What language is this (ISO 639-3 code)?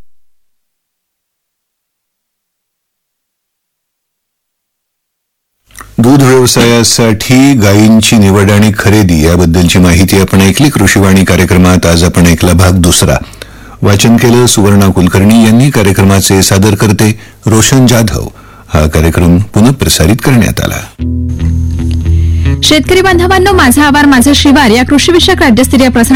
mar